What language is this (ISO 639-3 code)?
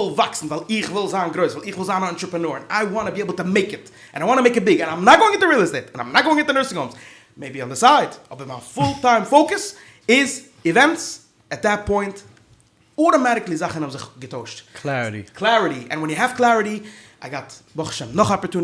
yid